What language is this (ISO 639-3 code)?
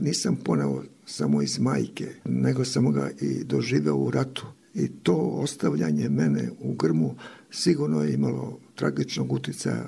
hrv